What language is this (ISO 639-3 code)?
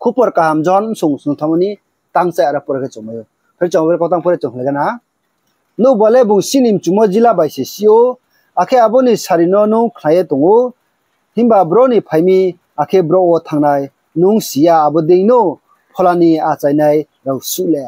ria